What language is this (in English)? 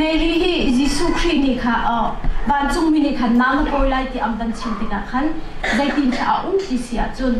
Hakha Chin